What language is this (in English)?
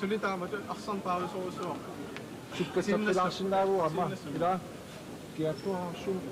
Kalaallisut